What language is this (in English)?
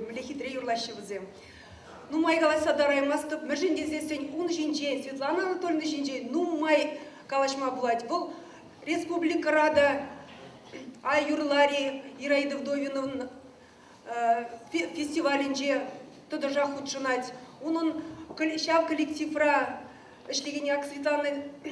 Chuvash